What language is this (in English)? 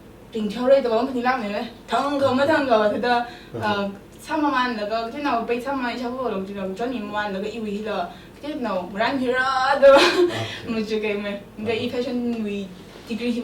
Tangkhul Naga (India)